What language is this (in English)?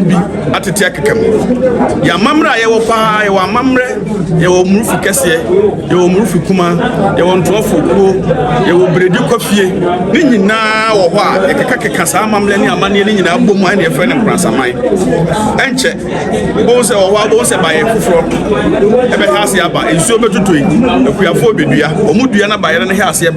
Akan